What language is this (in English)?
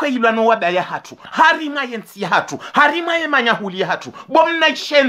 Ngazidja Comorian